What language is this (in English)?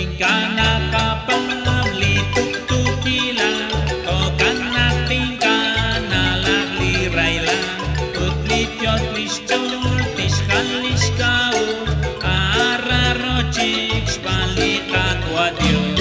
Kekchí